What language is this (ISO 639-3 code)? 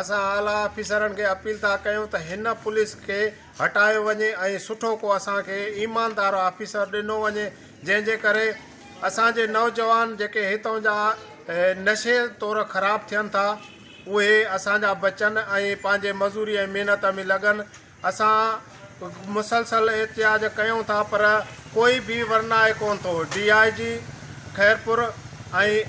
snd